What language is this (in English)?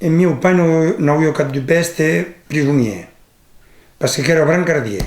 Occitan